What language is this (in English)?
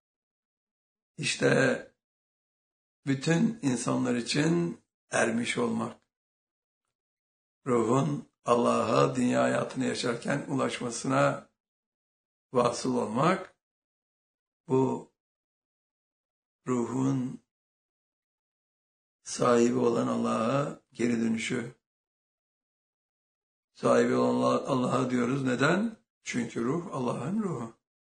Turkish